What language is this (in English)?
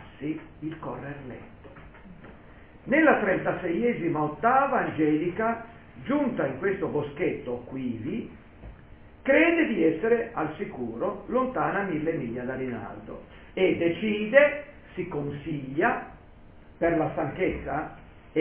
Italian